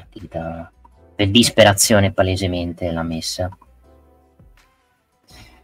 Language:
Italian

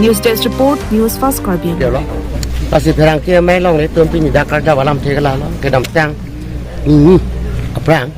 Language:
Karbi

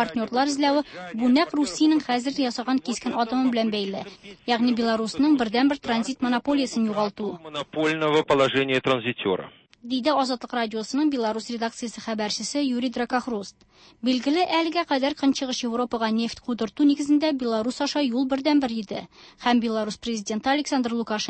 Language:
Tatar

